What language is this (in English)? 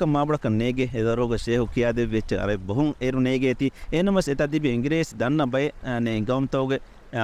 Divehi